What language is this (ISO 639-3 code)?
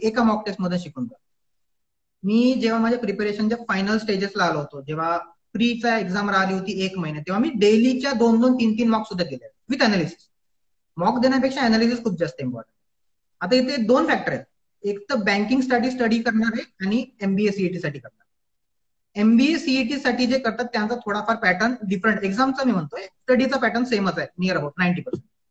mar